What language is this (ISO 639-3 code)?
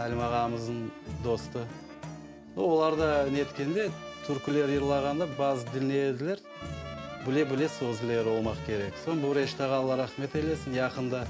crh